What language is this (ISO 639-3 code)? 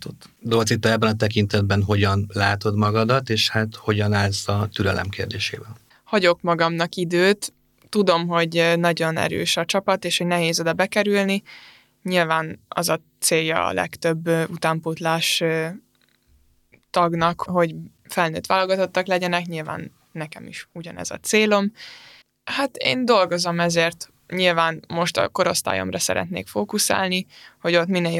hun